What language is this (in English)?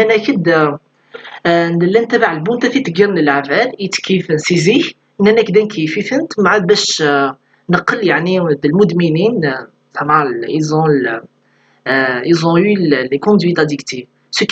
Kabyle